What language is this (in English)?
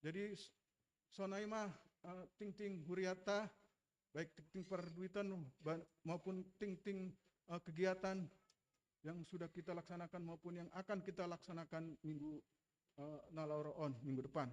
Batak Simalungun